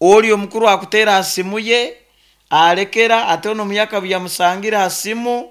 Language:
Nyoro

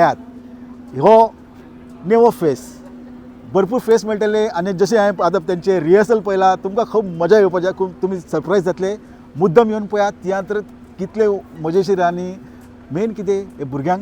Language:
Konkani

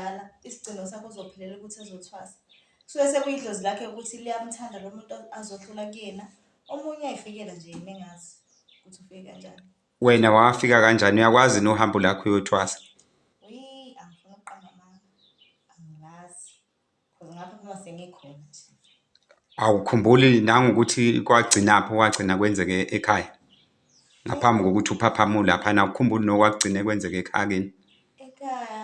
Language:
Zulu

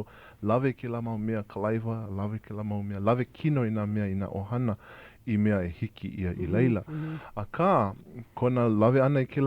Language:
Hawaiian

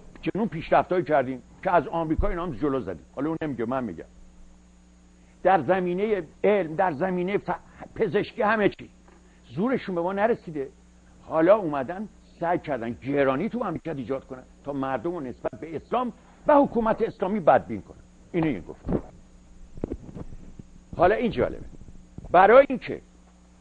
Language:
Persian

